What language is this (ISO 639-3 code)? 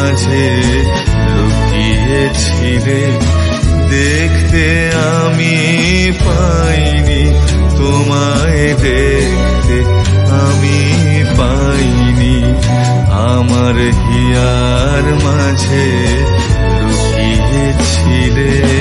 ben